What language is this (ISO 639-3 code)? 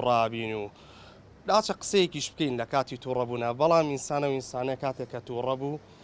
ckb